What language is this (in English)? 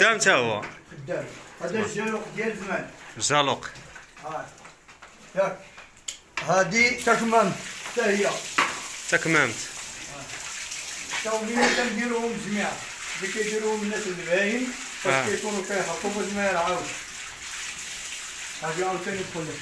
Moroccan Arabic